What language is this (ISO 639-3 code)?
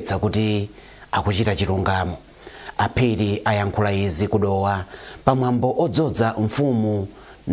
nya